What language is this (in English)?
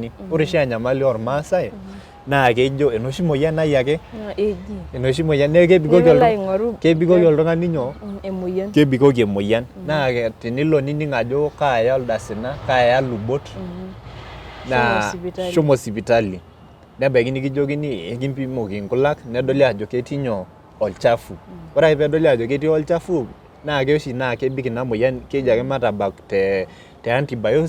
Masai